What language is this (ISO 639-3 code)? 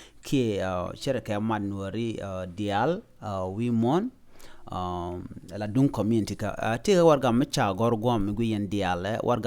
nus